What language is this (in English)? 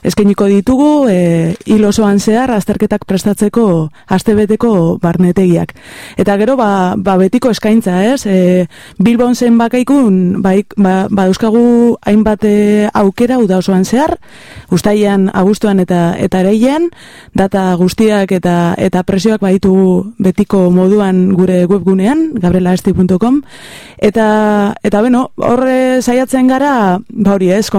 Basque